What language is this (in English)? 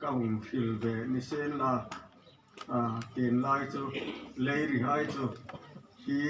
Hmar